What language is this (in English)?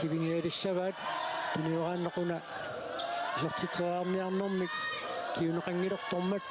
Kalaallisut